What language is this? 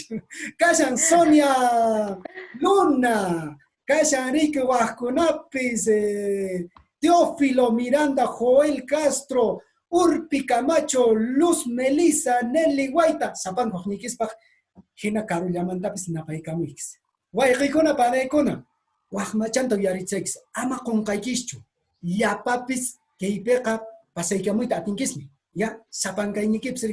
Quechua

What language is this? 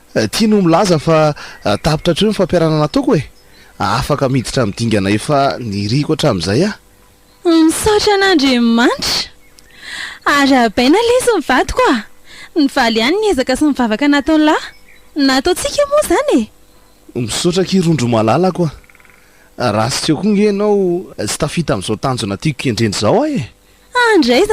Malagasy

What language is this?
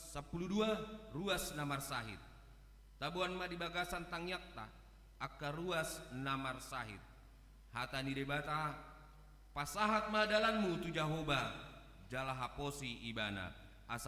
Batak Toba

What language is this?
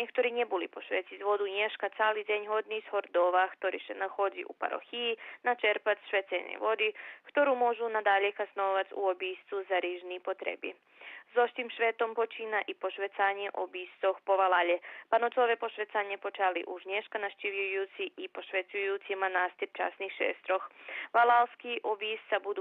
Rusyn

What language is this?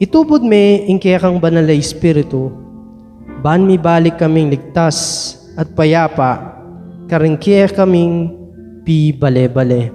Pampanga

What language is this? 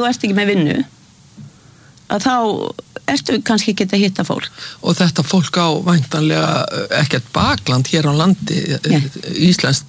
Icelandic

